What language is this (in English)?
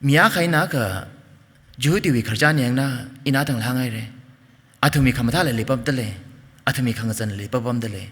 Tangkhul Naga (India)